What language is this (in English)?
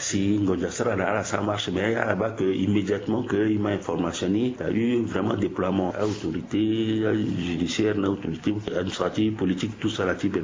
Sango